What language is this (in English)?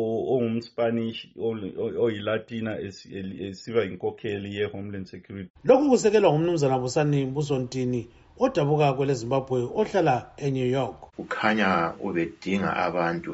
North Ndebele